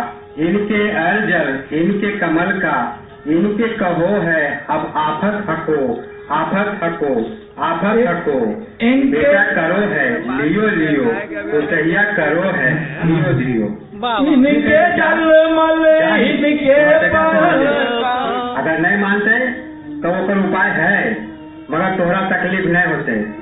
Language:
Magahi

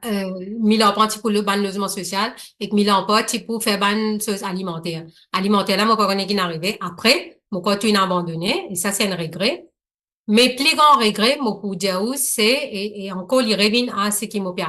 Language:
Morisyen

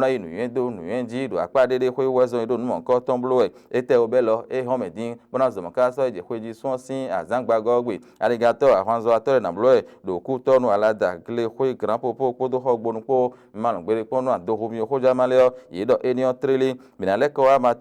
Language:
Fon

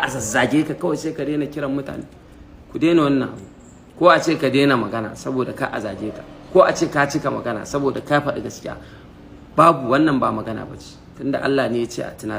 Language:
Hausa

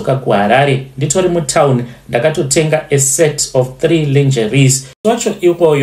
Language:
Shona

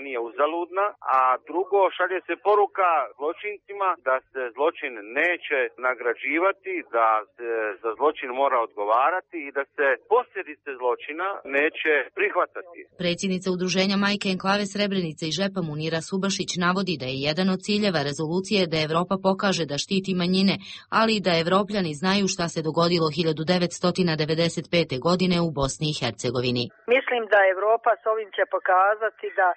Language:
Serbian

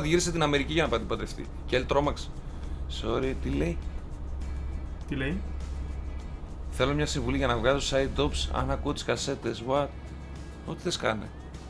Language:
Greek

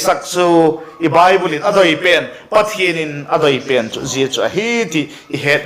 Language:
Vaiphei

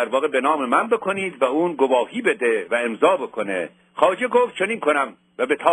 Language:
Persian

